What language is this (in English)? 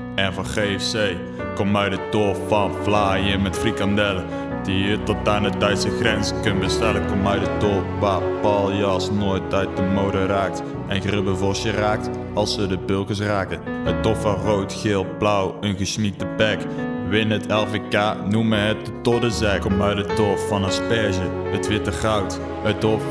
Limburgish